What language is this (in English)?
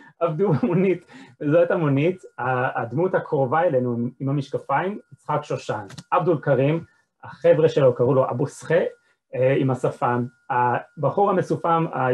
Hebrew